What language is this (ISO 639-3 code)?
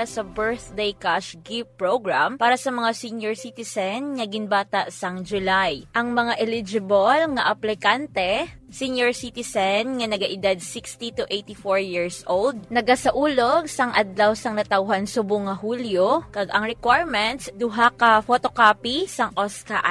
hil